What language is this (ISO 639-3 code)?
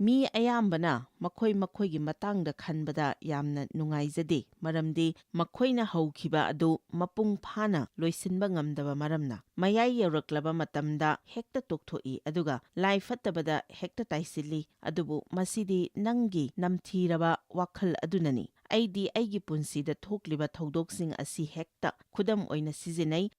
mni